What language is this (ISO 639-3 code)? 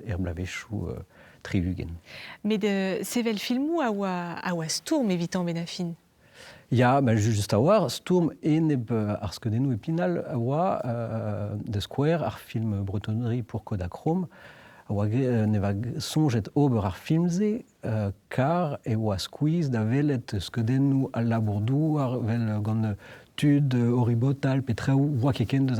bre